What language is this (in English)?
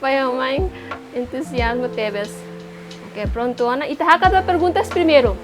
Tetum